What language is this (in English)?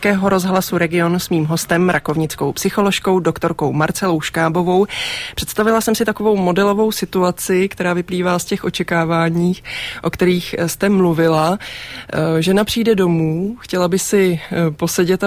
Czech